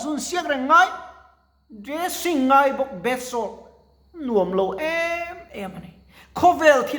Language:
Mizo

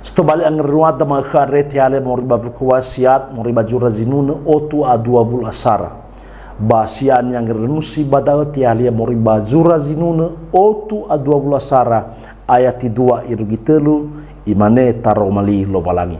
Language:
Nias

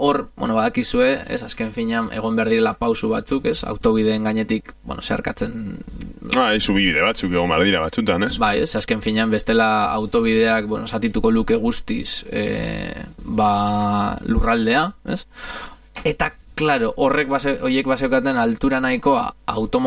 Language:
Basque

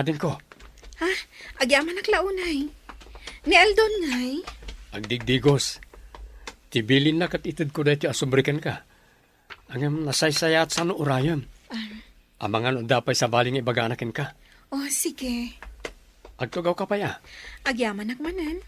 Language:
Iloko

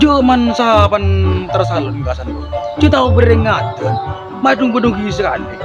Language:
Madurese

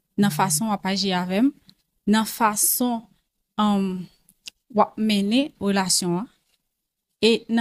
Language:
Haitian Creole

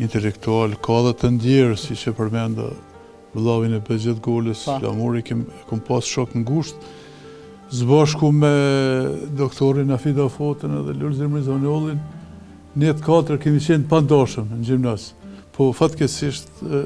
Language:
Albanian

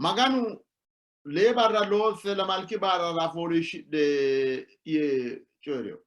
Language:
Sidamo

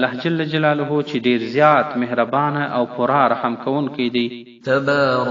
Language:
Pashto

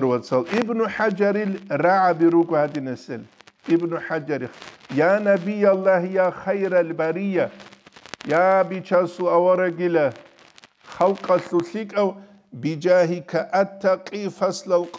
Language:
Avaric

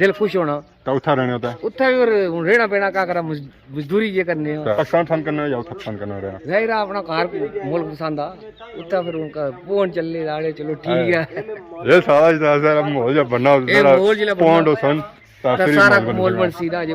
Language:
Pahari-Potwari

